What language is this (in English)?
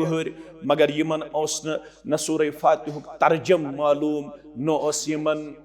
Kashmiri